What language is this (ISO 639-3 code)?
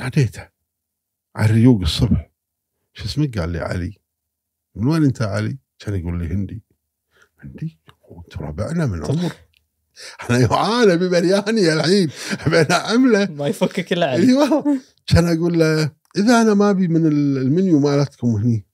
afb